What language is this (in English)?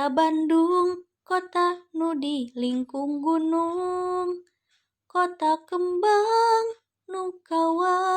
Sundanese